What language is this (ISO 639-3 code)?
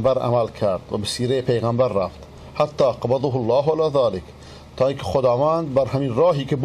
fas